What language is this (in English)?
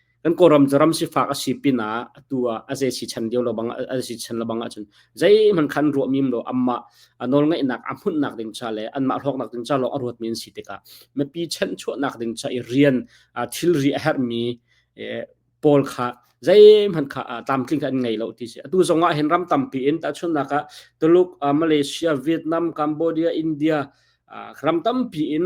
Hakha Chin